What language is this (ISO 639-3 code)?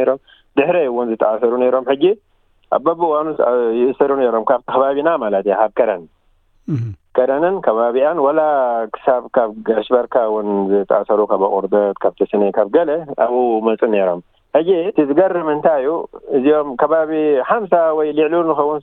tir